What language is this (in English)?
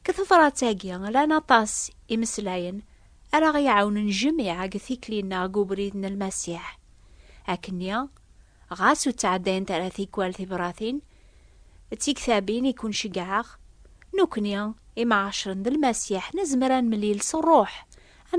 Kabyle